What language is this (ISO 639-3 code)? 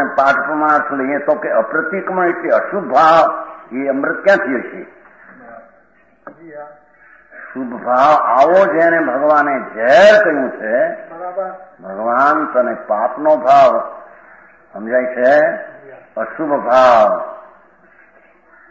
guj